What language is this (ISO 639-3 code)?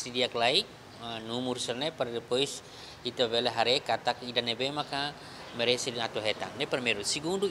tet